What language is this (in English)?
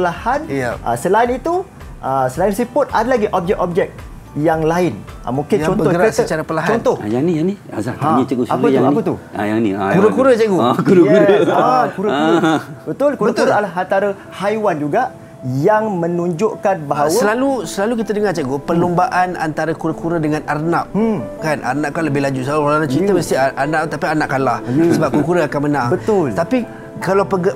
Malay